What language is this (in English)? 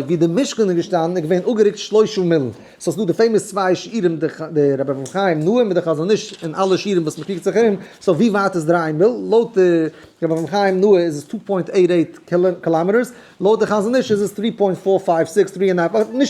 Yiddish